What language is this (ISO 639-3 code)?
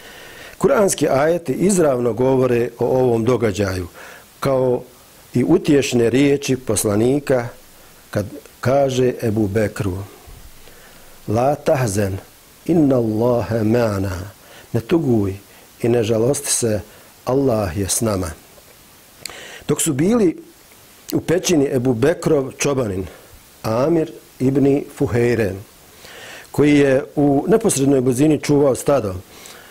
bos